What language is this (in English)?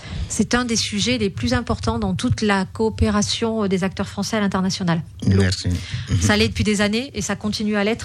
French